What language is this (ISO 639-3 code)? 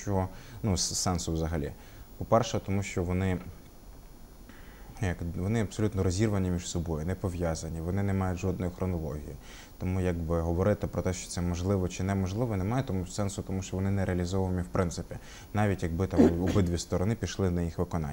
ukr